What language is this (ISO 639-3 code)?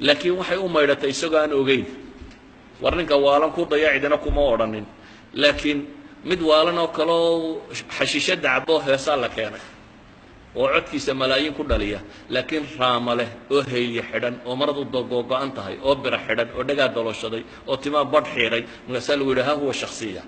som